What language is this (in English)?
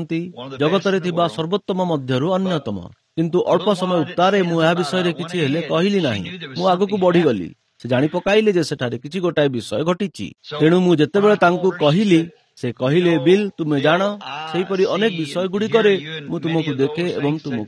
Odia